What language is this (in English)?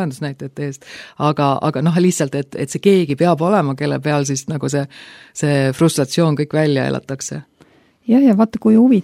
Estonian